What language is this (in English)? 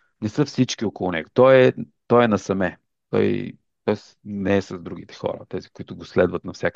Bulgarian